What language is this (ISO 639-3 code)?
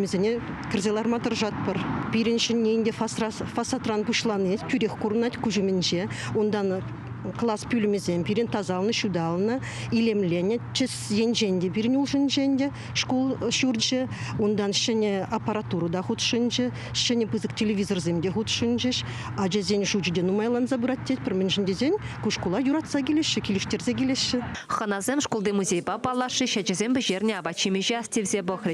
chv